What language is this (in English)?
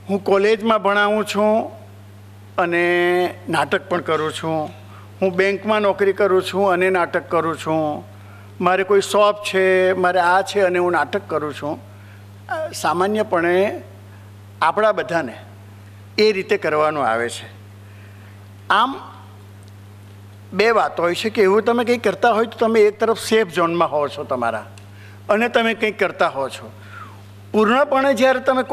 Gujarati